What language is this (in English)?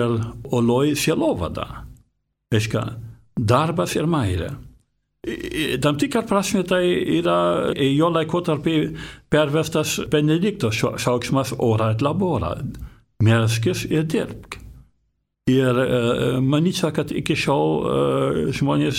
Lithuanian